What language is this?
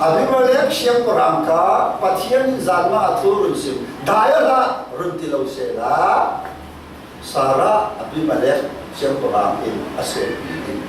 Falam Chin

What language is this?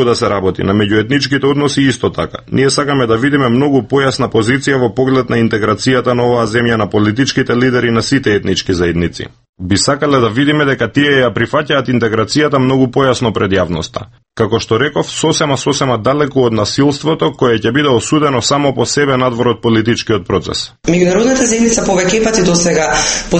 Macedonian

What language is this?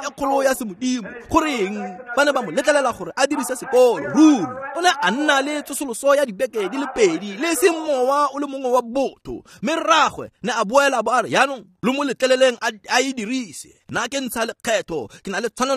Tswana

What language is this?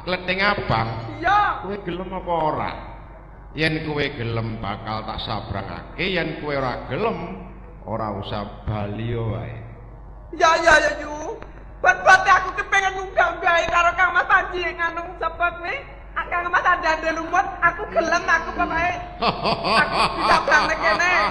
Javanese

